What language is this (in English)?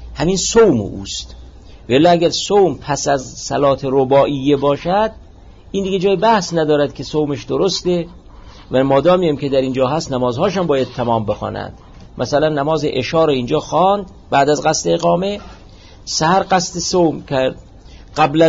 Persian